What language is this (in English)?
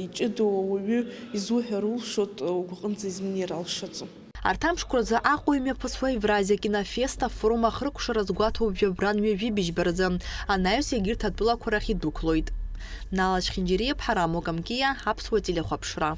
Abkhazian